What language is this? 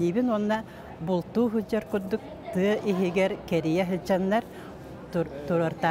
Yakut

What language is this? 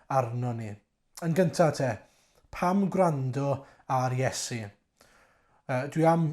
Welsh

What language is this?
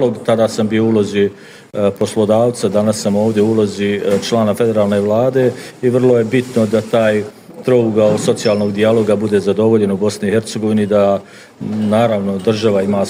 Bosnian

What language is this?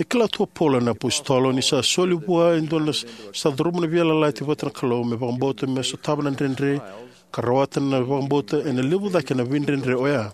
Fijian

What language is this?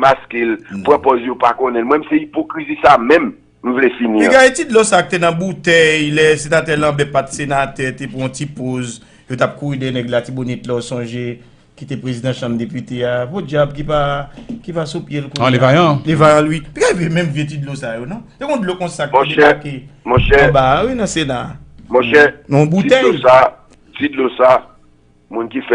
Haitian Creole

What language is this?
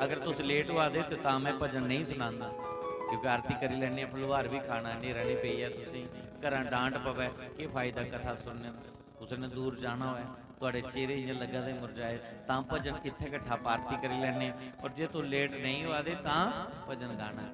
Dogri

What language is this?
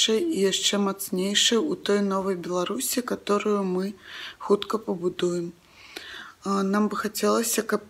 Belarusian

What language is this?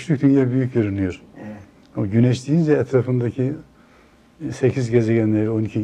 Turkish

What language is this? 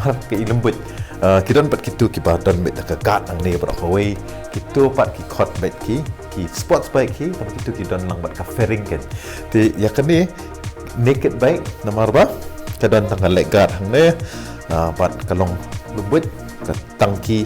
Khasi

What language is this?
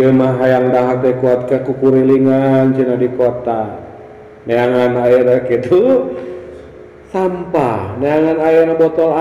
Sundanese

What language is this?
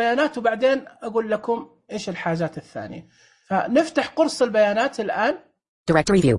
Najdi Arabic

